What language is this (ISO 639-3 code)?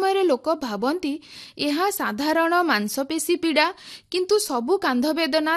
ori